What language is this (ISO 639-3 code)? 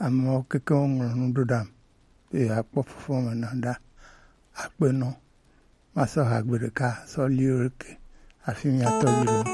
gej